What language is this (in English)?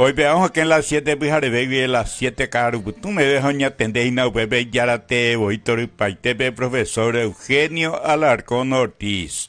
Guarani